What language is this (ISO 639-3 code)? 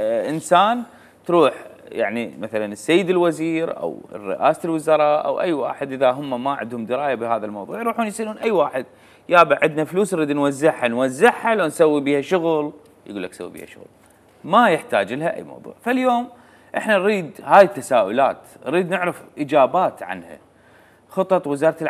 acm